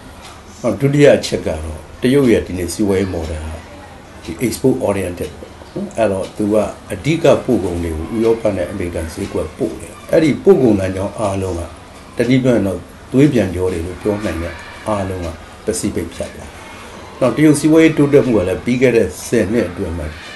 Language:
Burmese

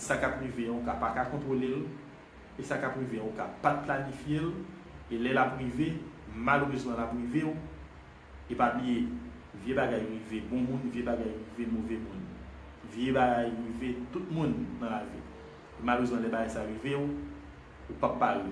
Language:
Haitian Creole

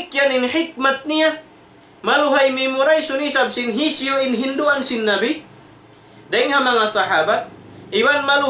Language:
Tausug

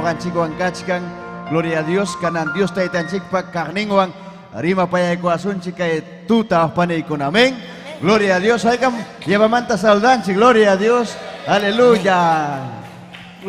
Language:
Ayacucho Quechua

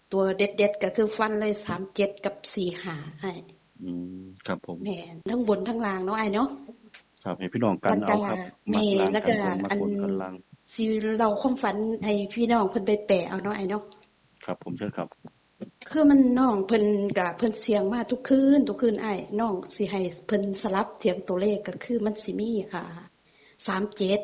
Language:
Northeastern Thai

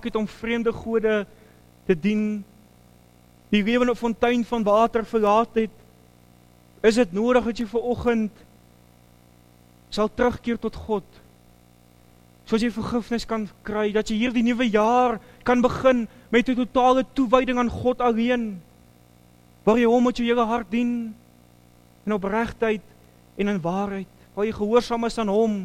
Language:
Afrikaans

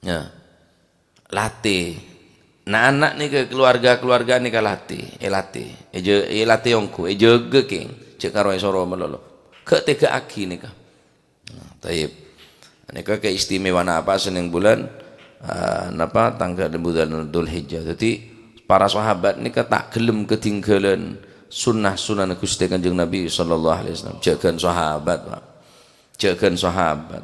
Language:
Madurese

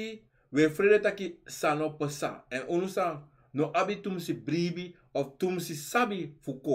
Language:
Sranan Tongo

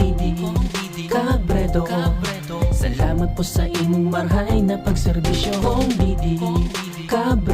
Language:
Bikol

